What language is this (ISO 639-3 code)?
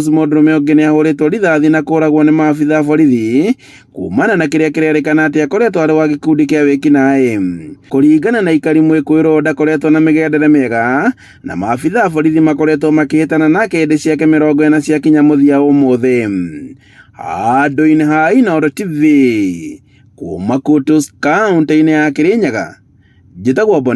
kik